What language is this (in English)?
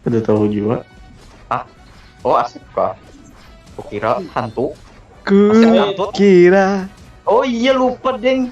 Banjar